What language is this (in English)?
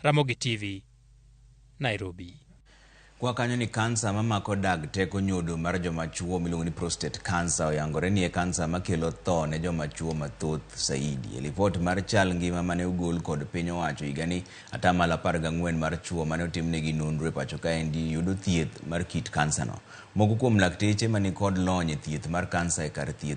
Luo (Kenya and Tanzania)